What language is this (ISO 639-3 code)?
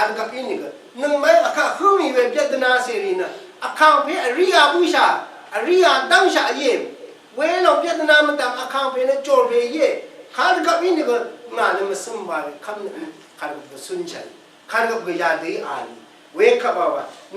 raw